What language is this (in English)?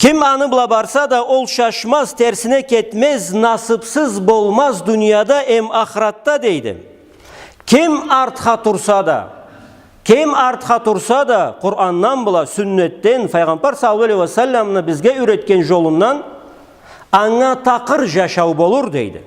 Karachay-Balkar